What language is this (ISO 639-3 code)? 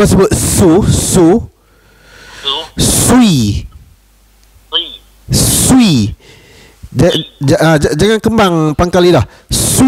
msa